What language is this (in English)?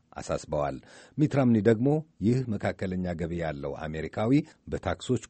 Amharic